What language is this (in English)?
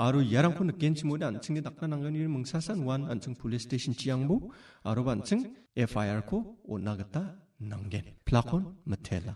Garo